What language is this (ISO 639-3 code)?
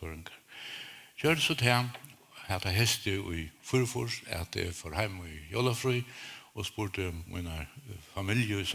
fao